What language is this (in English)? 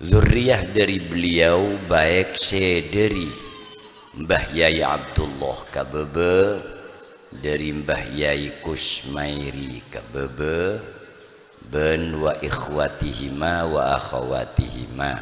Madurese